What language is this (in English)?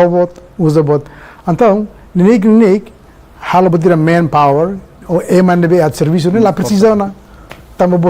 Tetum